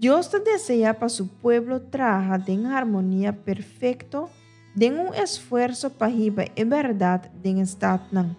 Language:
Papiamento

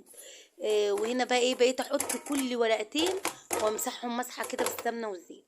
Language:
Egyptian Arabic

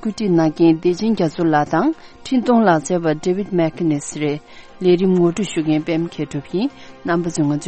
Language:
Tibetan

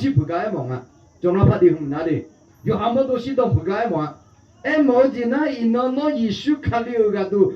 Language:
Akha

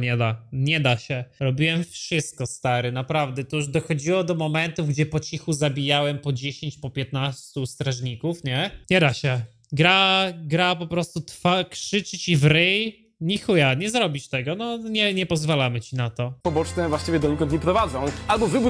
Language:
Polish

